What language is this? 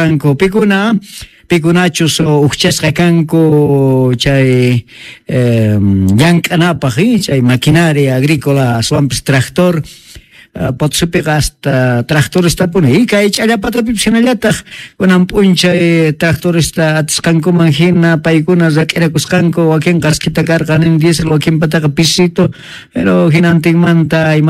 Quechua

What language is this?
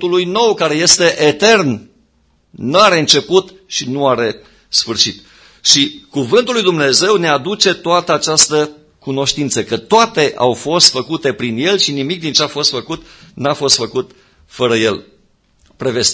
Romanian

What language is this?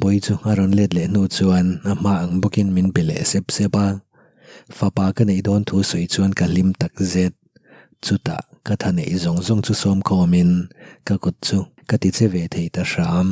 Mizo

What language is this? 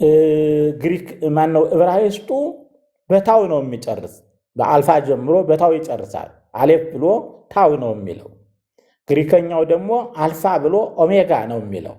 Amharic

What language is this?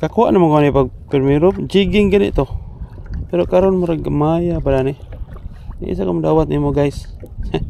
Cebuano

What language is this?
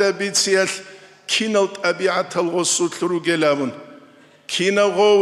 Avaric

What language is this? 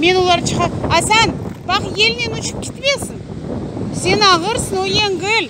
Crimean Tatar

